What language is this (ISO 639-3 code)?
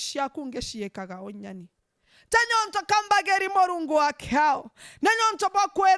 mer